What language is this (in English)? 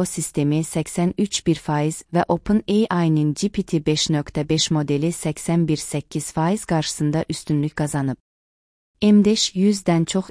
Azerbaijani